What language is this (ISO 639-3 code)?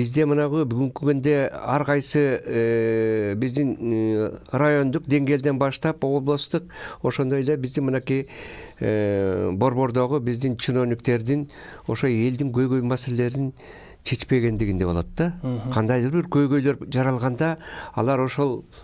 kir